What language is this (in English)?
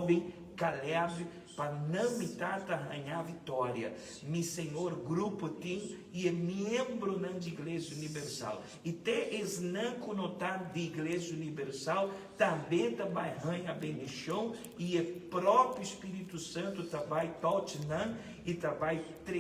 Papiamento